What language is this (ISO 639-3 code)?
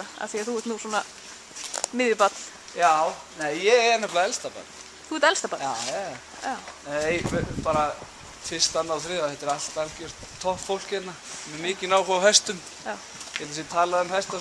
isl